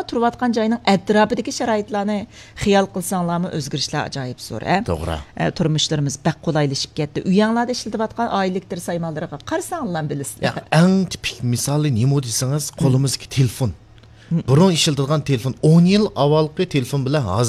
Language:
Uyghur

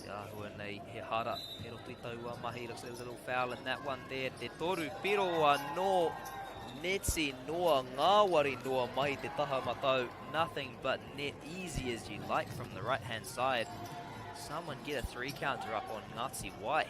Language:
Māori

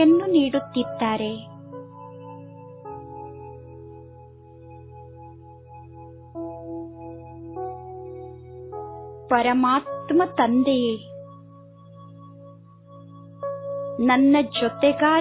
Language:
Kannada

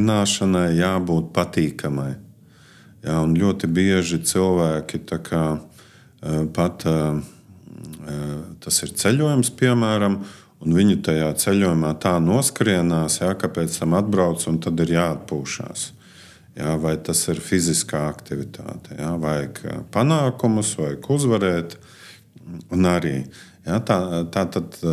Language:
Latvian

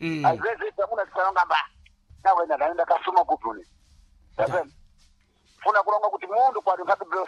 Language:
Sena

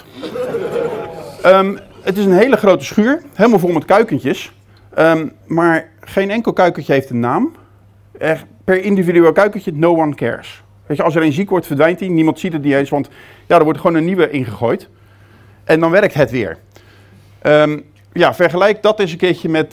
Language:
Dutch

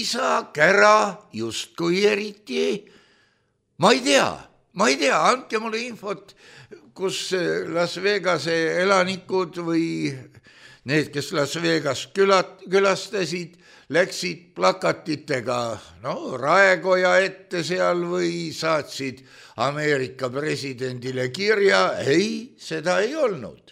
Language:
Estonian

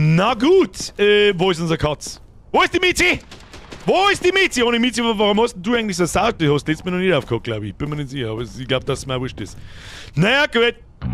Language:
Bavarian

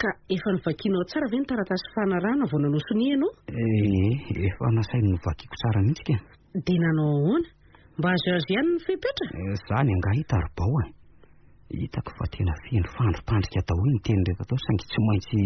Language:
Malagasy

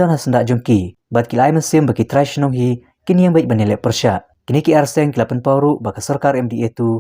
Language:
Khasi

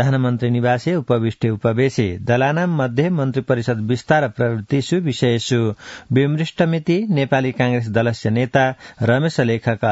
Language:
Sanskrit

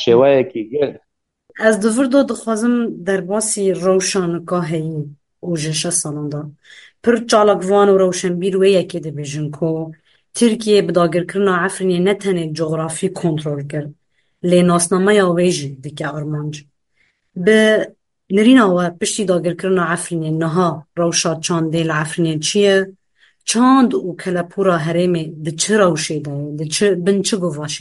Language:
Kurdish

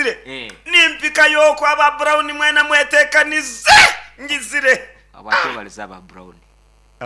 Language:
Nyankole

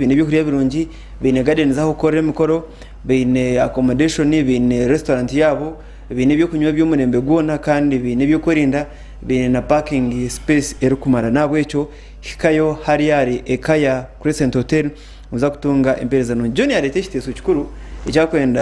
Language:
Nyankole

